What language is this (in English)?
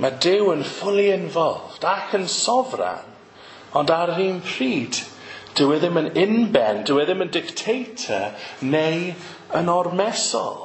Welsh